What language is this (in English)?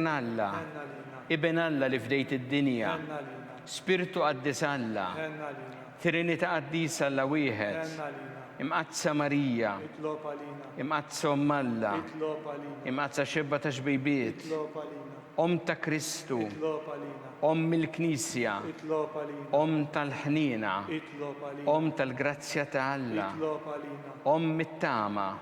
Maltese